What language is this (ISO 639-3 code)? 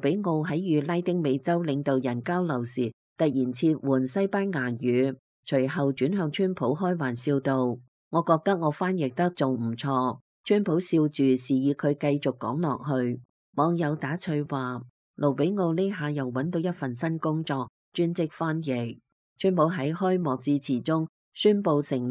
yue